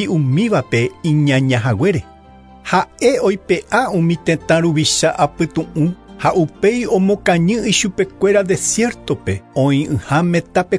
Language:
Guarani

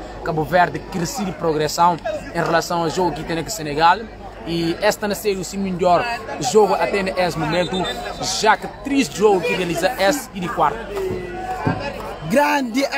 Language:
Portuguese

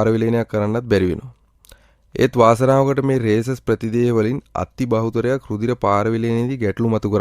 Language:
Sinhala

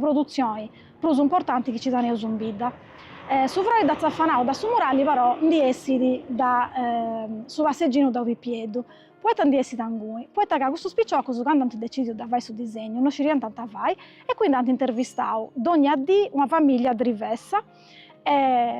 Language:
Sardinian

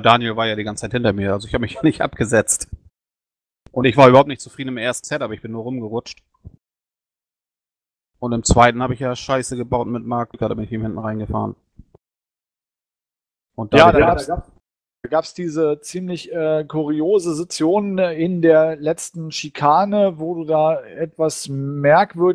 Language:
German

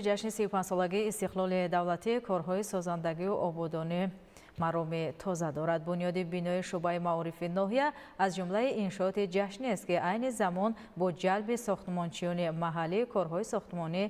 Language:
Tajik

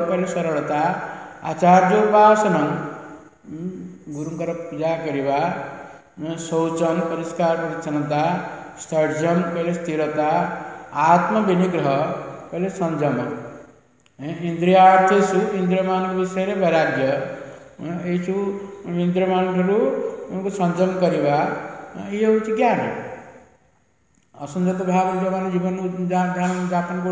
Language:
Odia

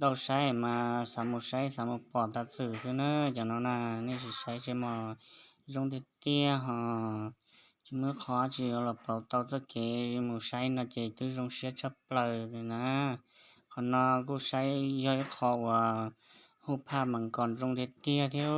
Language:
Hmong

